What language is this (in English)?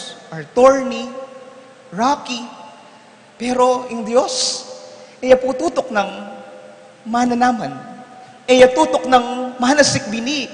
Pampanga